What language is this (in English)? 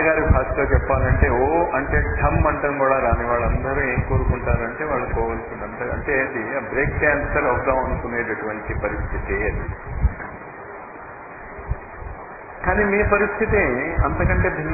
Telugu